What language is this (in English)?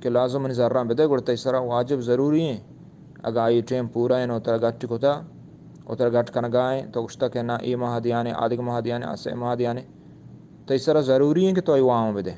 Eastern Balochi